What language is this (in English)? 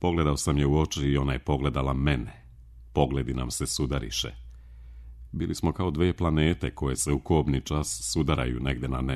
Serbian